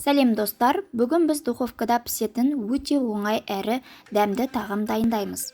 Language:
Kazakh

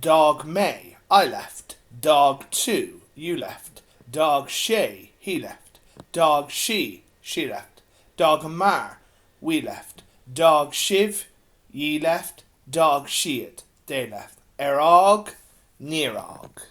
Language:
Irish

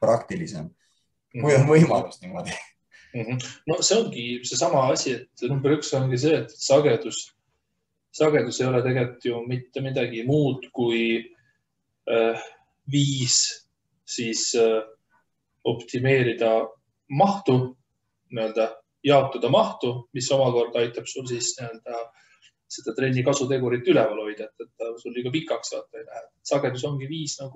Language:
Estonian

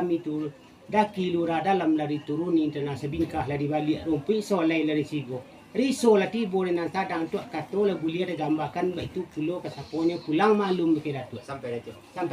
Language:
Minangkabau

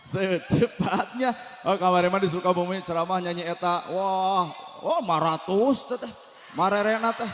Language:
Sundanese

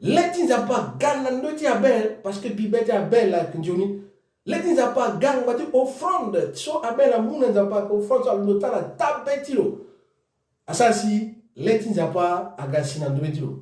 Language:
Sango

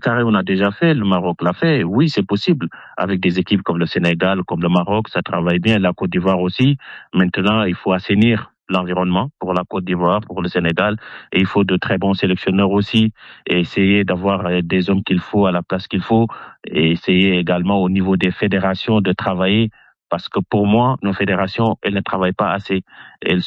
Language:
French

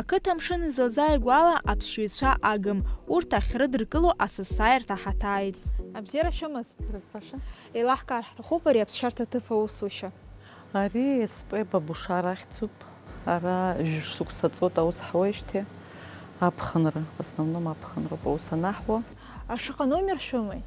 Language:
Abkhazian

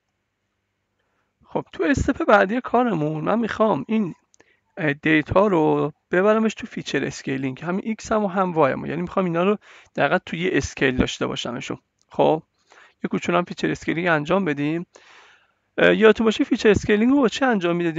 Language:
Persian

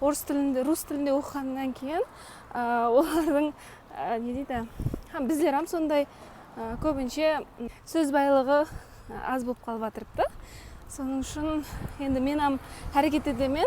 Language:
Kara-Kalpak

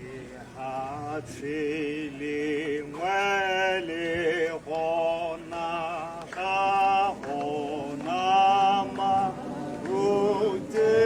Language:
Tswana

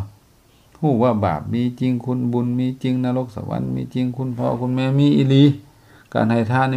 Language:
Lao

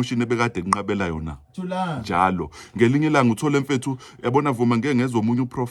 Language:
Zulu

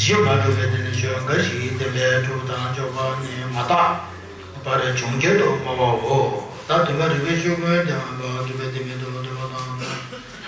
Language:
Tibetan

